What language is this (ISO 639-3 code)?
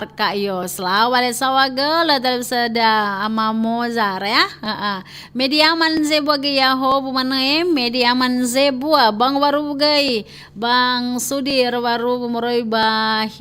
nia